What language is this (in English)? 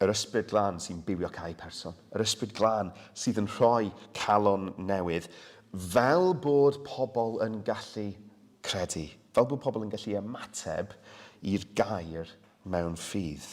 Welsh